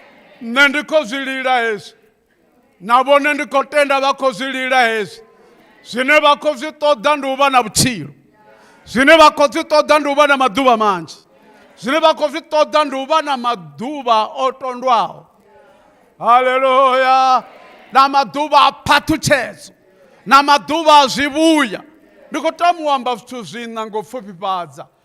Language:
Venda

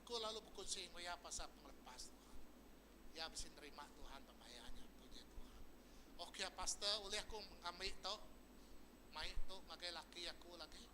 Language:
Iban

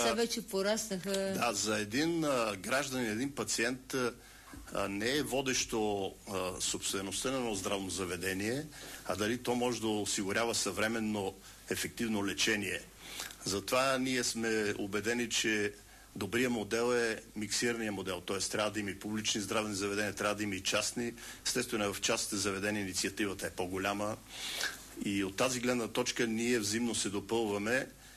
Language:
Bulgarian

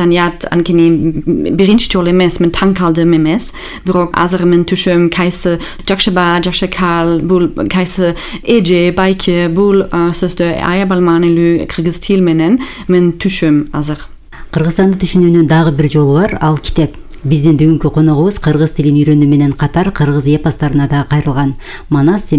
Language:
Kyrgyz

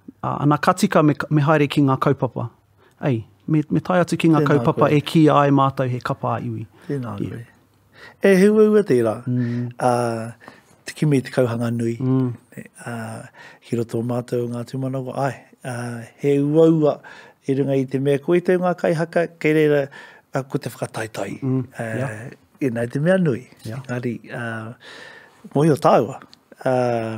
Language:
Māori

